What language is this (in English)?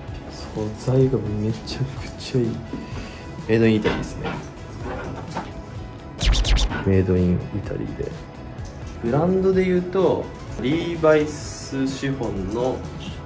Japanese